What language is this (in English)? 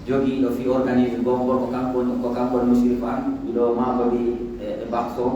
Pular